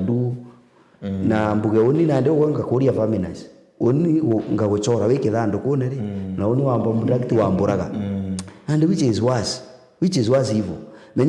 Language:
Meru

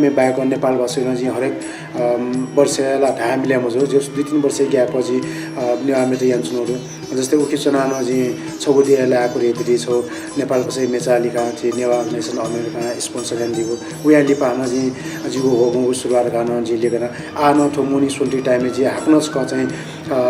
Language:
Newari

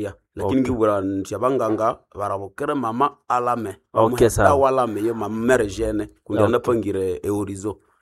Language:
Nande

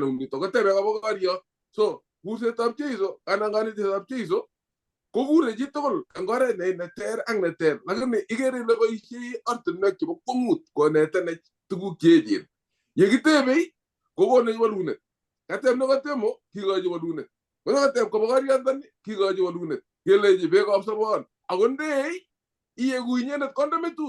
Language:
Kalenjin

